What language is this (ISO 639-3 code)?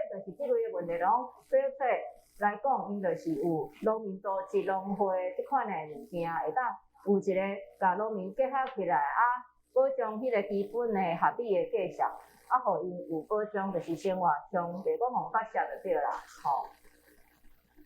nan